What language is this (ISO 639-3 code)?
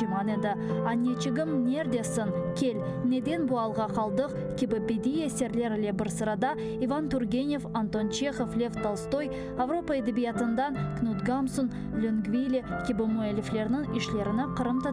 crh